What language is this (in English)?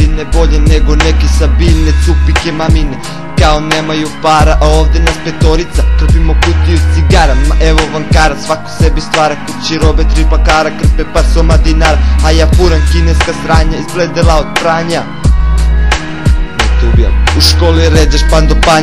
Serbian